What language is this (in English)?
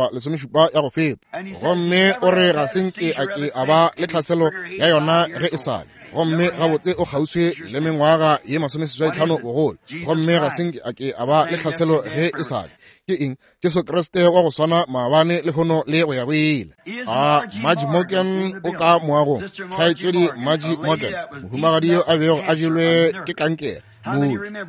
Northern Sotho